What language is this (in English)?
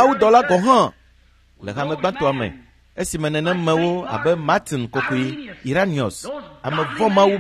Ewe